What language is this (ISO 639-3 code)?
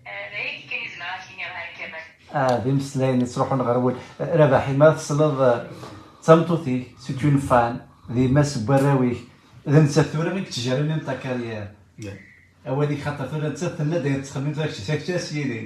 kab